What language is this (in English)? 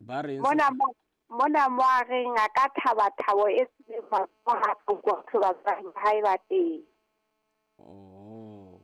Southern Sotho